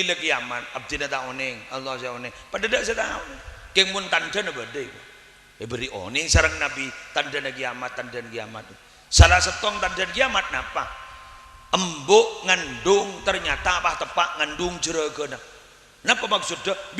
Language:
Madurese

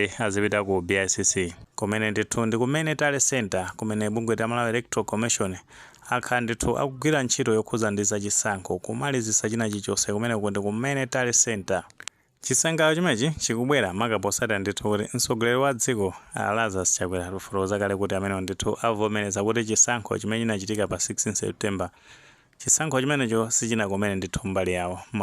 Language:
Nyanja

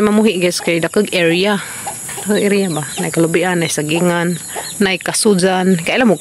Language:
Cebuano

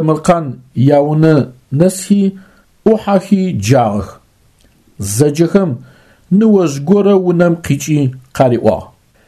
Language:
Adyghe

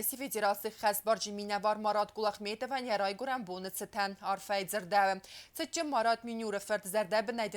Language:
Ossetic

